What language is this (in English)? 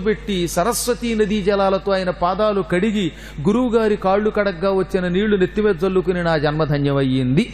Telugu